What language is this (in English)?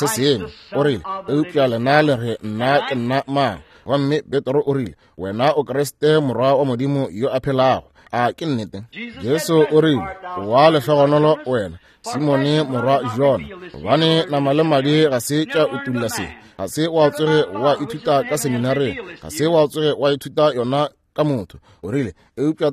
Northern Sotho